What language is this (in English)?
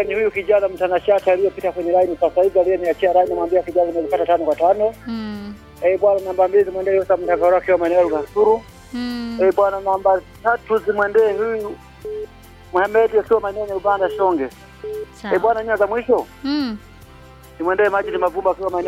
Swahili